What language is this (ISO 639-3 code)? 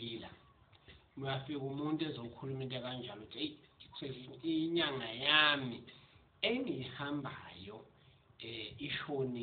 zul